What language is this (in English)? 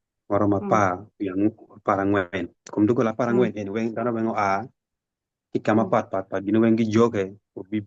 Acoli